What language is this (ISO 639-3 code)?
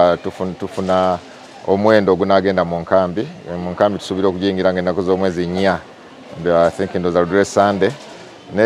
lug